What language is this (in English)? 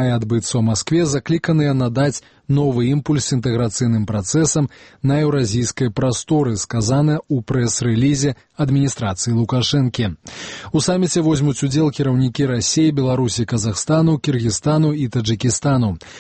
Belarusian